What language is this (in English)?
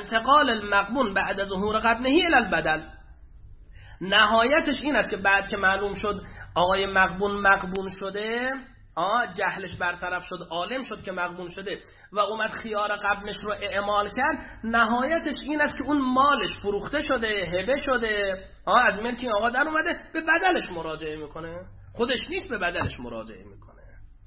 Persian